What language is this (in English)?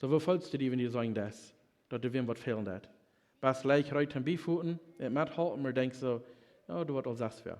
Plautdietsch